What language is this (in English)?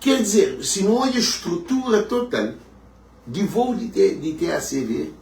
Kabuverdianu